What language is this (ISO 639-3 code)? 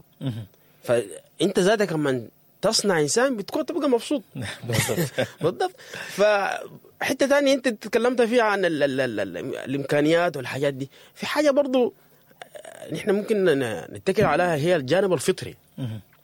apd